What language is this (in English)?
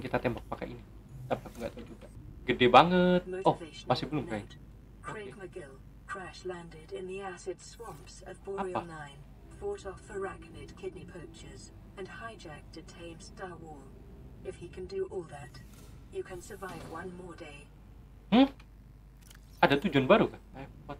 Indonesian